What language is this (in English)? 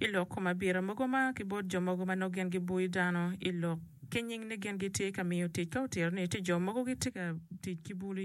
Acoli